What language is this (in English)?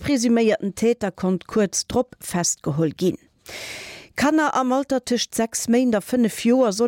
Luxembourgish